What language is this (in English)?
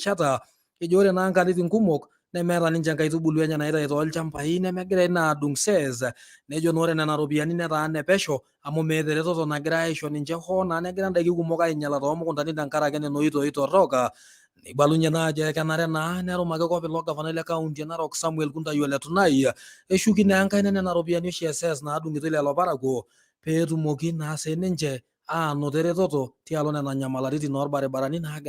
Masai